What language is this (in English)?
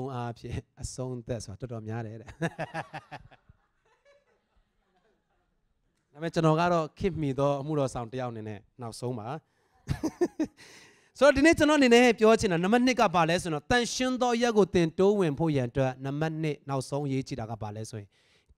Burmese